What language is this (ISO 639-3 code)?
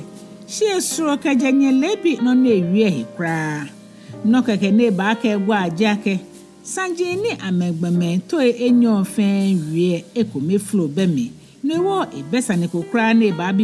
gaa